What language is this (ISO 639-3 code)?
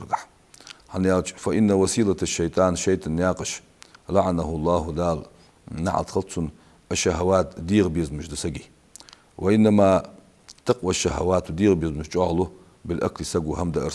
inh